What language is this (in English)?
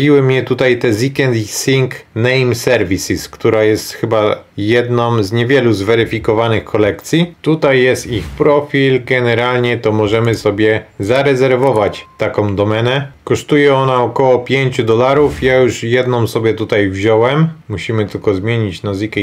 Polish